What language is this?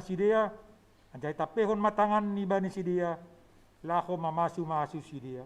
Batak Simalungun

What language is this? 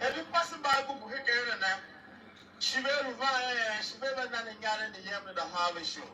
Tiv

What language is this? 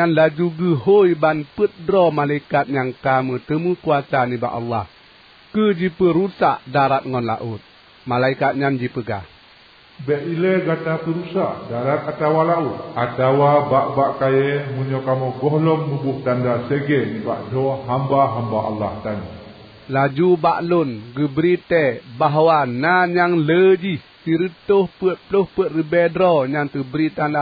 Achinese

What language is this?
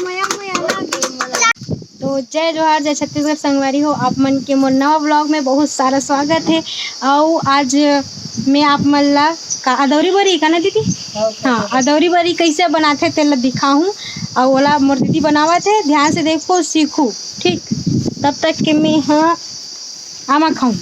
Chhattisgarhi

